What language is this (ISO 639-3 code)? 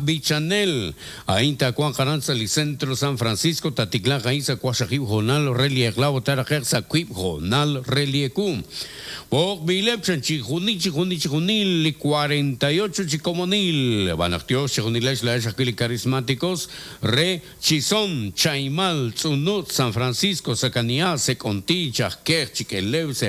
kek